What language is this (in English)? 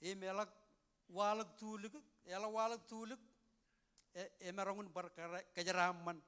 Marshallese